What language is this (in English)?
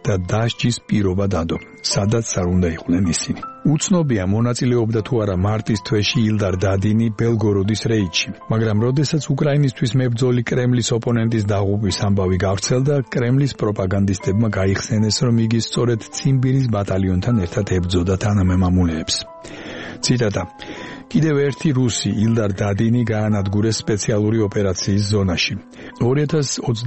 Georgian